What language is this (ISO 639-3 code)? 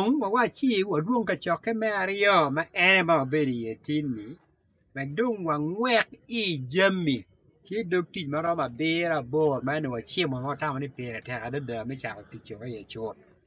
ach